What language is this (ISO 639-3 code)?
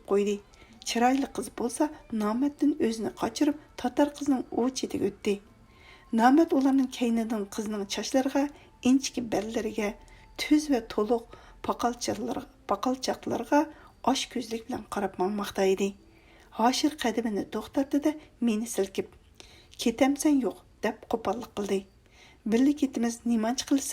uig